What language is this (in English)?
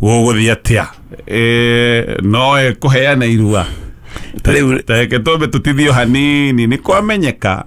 Kikuyu